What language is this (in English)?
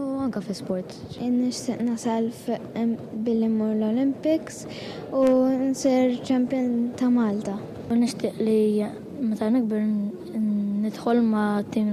Maltese